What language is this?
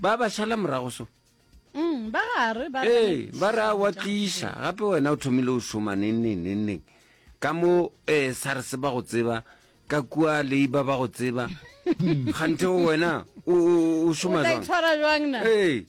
Northern Sotho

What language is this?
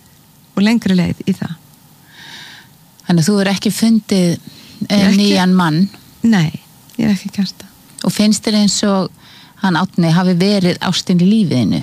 Icelandic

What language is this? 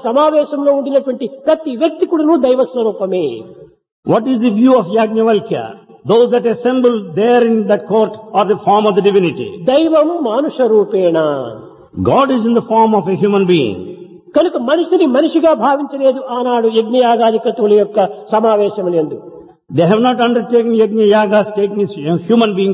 Telugu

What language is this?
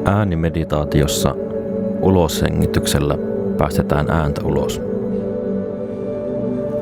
Finnish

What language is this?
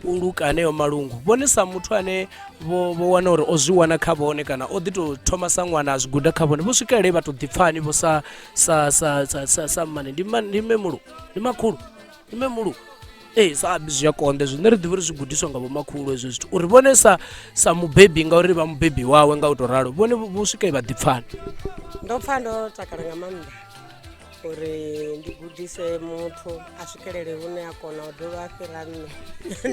Venda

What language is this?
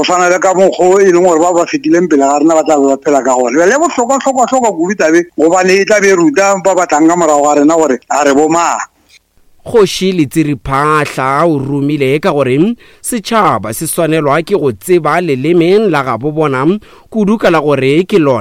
Northern Sotho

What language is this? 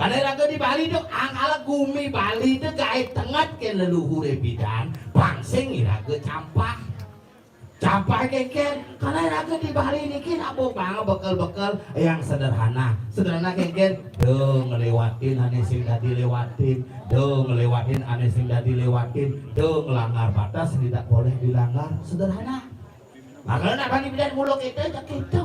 Balinese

